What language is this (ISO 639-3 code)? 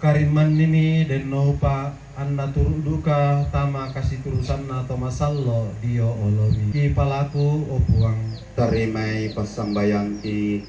sda